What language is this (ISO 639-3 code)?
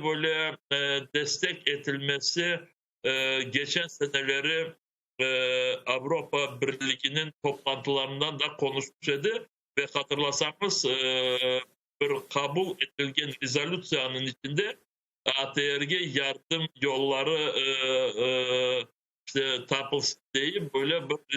crh